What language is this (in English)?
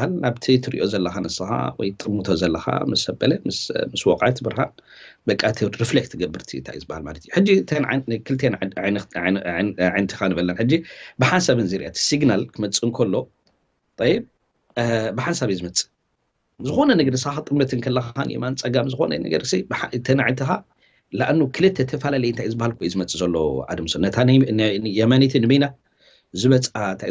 Tigrinya